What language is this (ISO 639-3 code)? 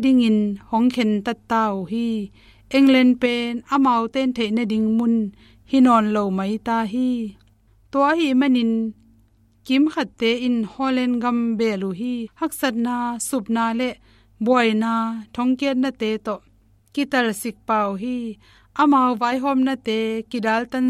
ctd